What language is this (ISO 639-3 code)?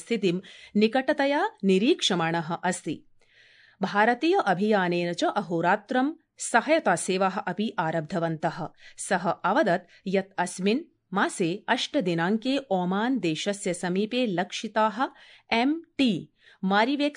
san